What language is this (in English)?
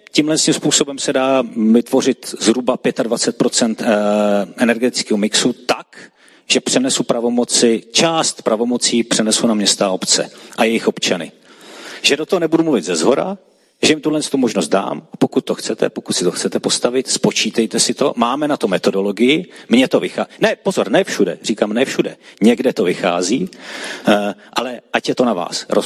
Czech